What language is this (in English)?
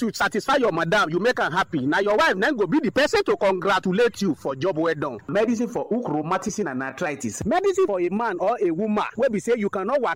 Nigerian Pidgin